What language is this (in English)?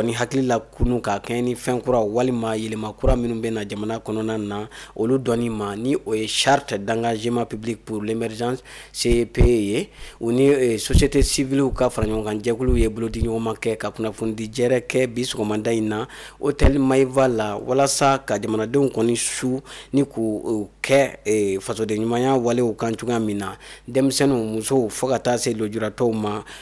Bambara